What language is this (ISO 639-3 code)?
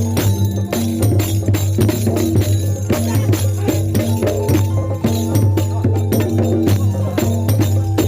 bew